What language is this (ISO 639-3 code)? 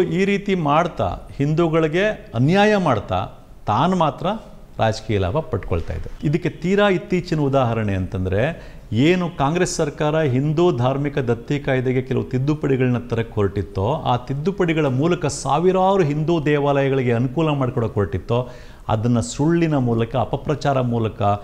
kan